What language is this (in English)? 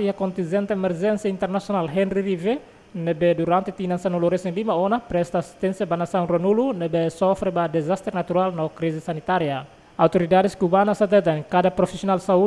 Tetum